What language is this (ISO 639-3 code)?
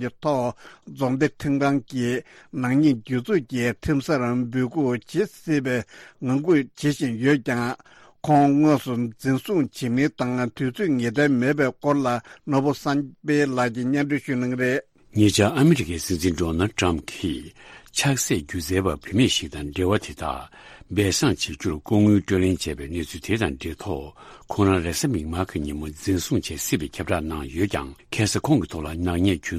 bod